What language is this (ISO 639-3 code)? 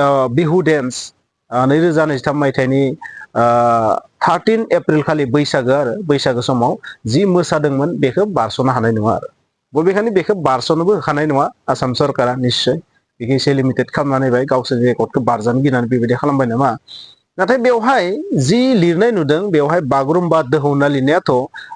brx